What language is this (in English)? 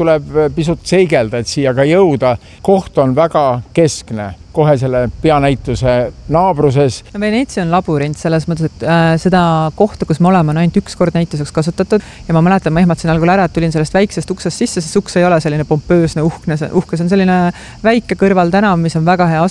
Estonian